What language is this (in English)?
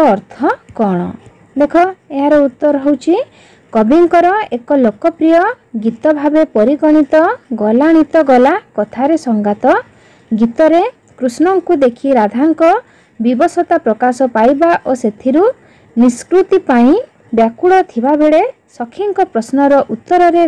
Odia